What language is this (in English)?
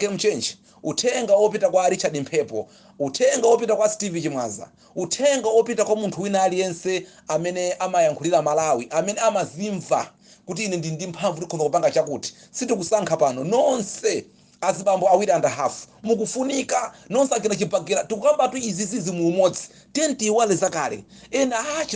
Nyanja